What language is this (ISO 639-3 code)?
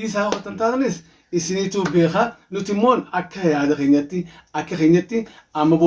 orm